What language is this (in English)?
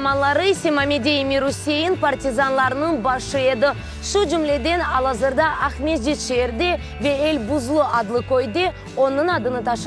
Crimean Tatar